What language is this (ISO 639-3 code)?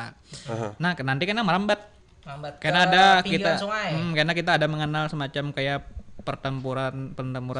bjn